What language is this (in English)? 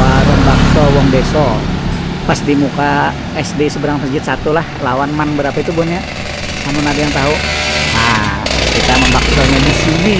Banjar